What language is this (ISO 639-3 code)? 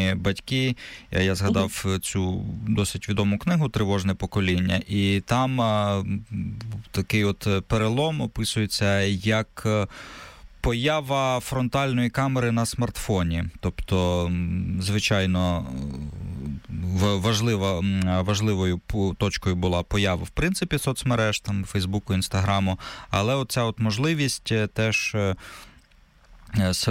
ukr